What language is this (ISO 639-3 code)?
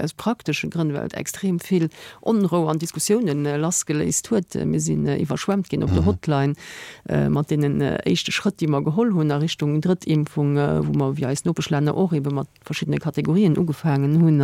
ltz